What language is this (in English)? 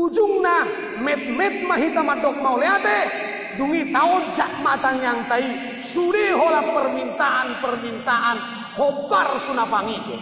Batak Toba